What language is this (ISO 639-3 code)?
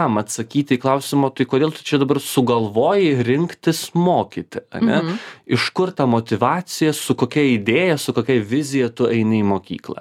lit